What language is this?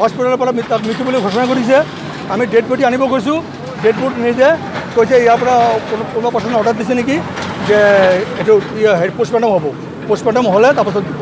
Assamese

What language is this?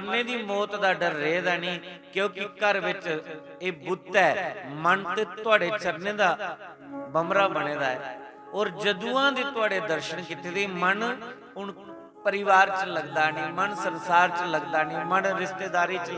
Dogri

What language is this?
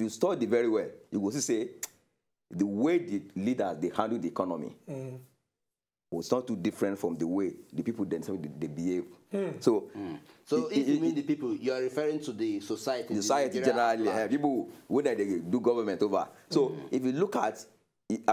Nigerian Pidgin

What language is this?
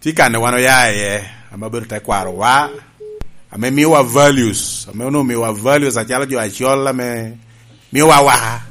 Lango (Uganda)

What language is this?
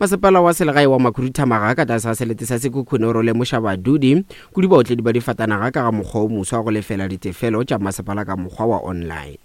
Northern Sotho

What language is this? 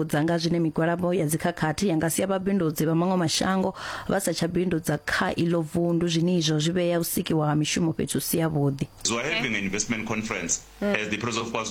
Venda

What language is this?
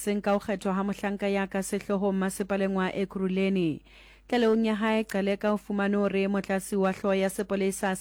Southern Sotho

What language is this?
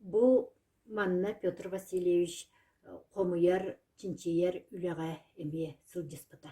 Yakut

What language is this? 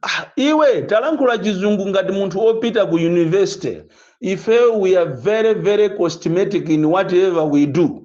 Nyanja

